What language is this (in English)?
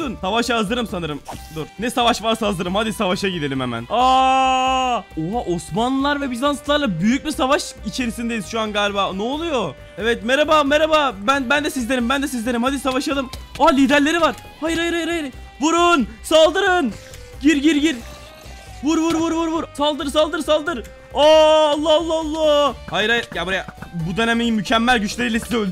Turkish